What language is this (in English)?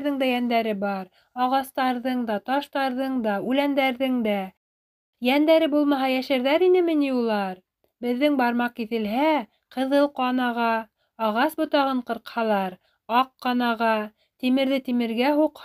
Bashkir